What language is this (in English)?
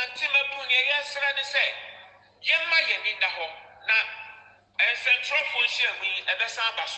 Akan